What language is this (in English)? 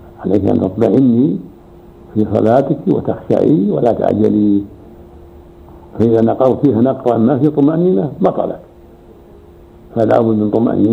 Arabic